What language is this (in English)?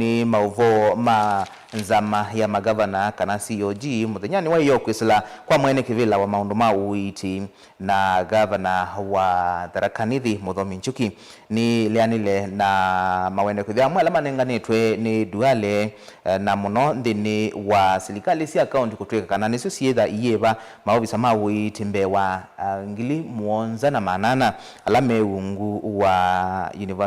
Kamba